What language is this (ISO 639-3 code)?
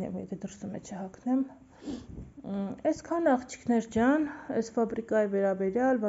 hye